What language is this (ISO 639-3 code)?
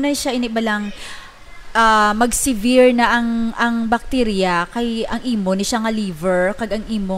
hil